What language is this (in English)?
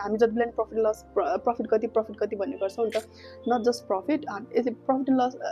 Nepali